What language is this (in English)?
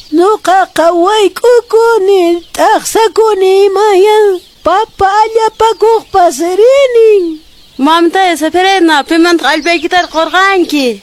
Quechua